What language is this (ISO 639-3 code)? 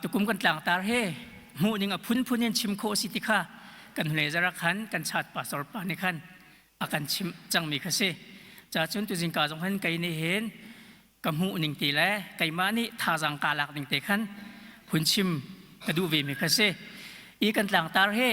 cnh